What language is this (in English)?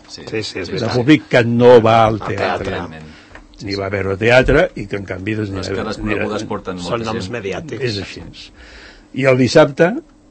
Catalan